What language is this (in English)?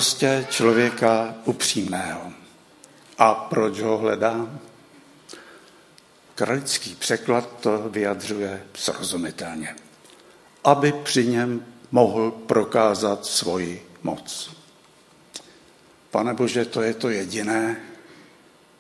Czech